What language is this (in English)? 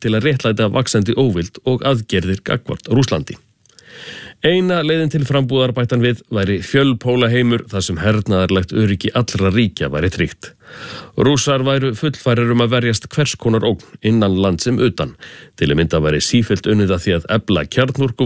Icelandic